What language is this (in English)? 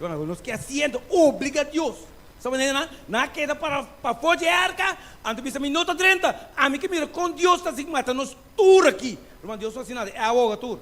Papiamento